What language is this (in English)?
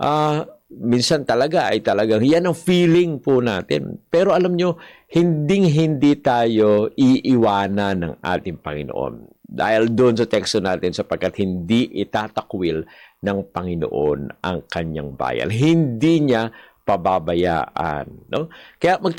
Filipino